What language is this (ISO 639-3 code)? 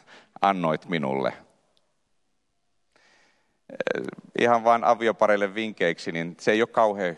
fin